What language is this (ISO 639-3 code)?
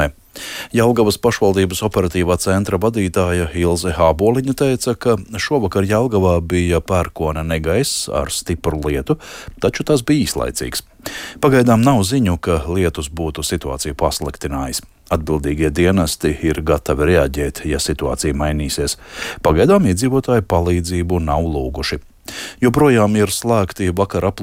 lav